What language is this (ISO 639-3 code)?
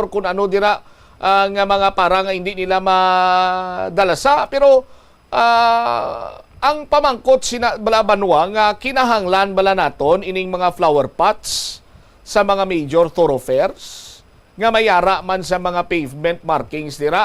hil